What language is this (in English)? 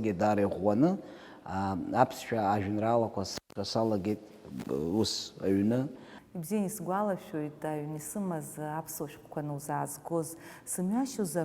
Abkhazian